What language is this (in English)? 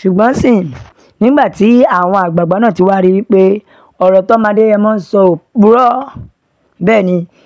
Yoruba